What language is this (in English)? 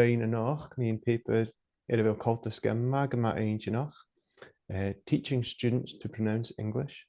Scottish Gaelic